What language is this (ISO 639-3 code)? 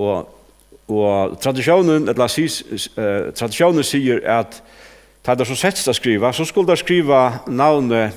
fao